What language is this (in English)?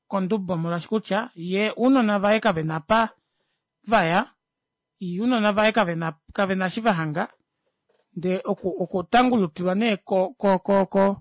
Kuanyama